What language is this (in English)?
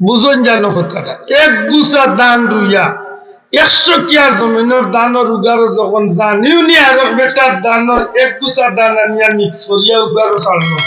Sylheti